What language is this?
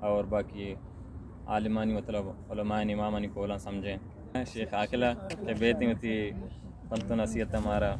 Baluchi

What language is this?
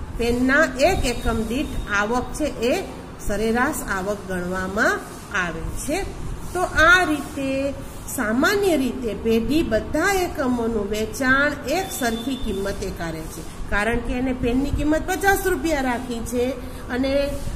Gujarati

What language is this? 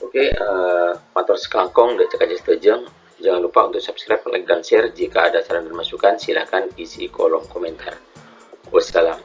Madurese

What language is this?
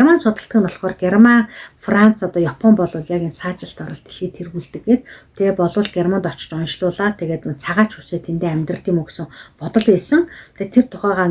Mongolian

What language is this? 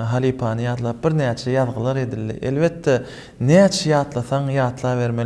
Turkmen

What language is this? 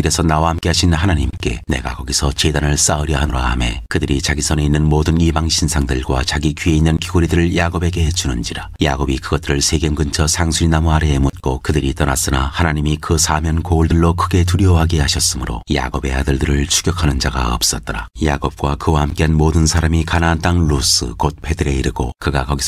Korean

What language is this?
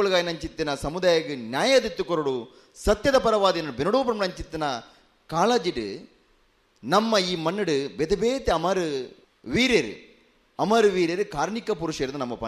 Tulu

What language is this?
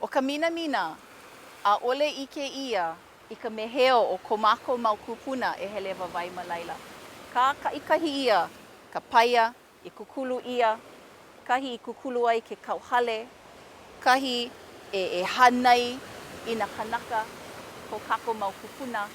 Hawaiian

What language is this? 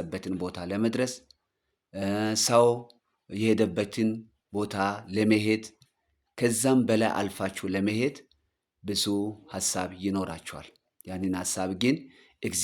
Amharic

